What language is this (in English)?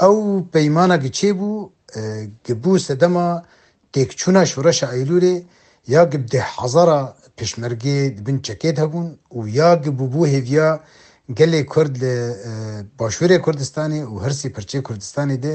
Kurdish